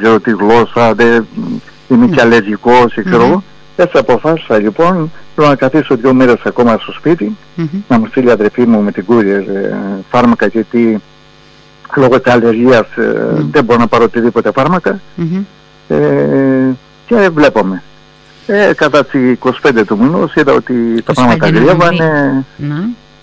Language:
Greek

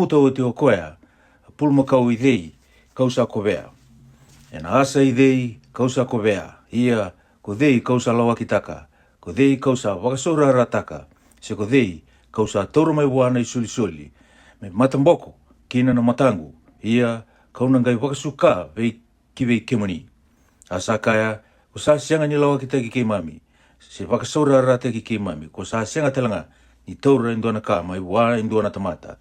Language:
Fijian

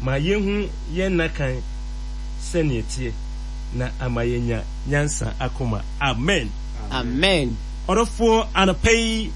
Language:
Akan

